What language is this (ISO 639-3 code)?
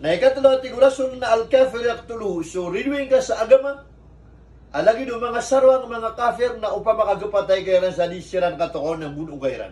mrw